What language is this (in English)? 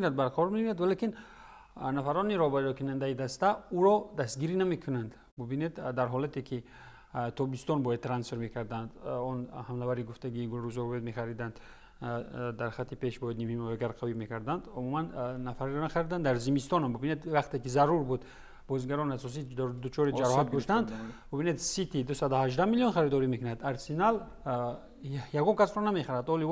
Tajik